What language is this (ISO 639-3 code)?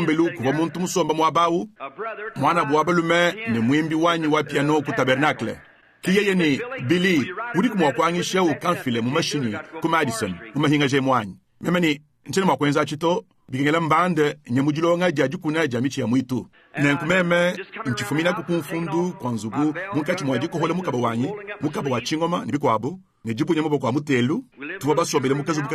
lua